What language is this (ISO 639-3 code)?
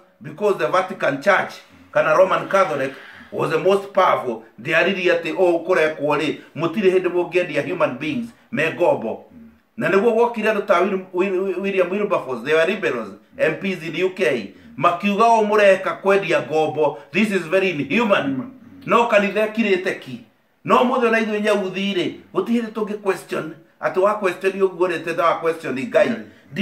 kik